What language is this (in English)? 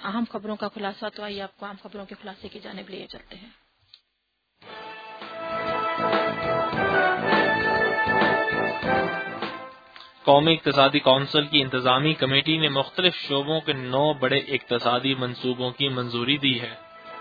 Urdu